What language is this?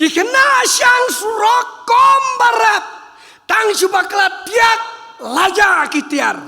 Khasi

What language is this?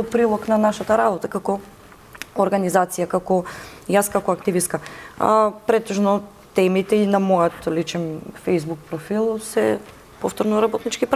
Macedonian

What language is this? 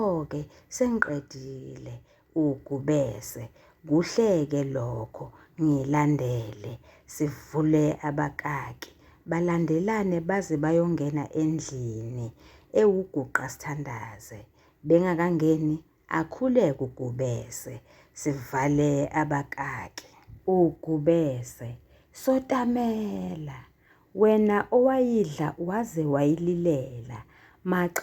Zulu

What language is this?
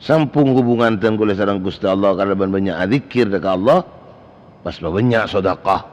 Madurese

